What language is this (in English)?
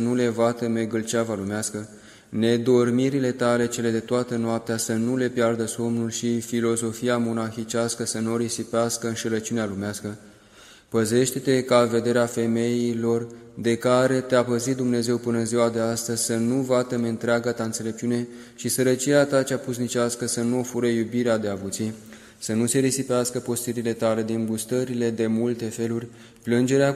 Romanian